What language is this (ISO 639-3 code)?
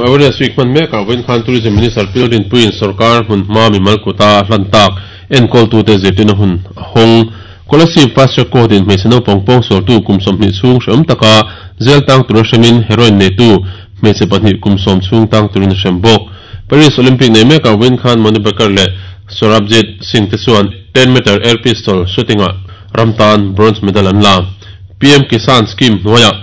lus